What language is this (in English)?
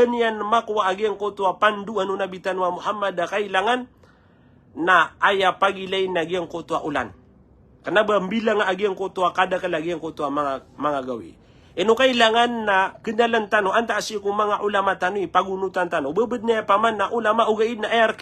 Maranao